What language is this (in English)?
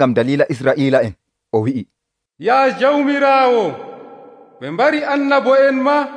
Nigerian Fulfulde